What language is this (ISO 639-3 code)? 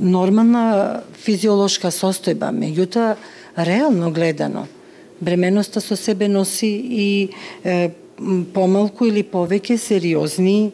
mkd